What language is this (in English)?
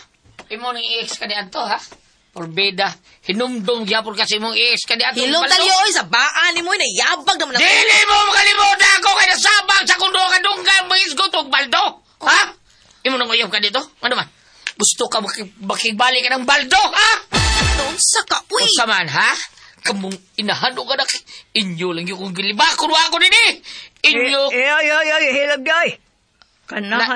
Cebuano